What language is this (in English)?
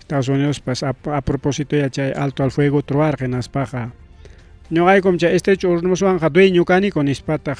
Ayacucho Quechua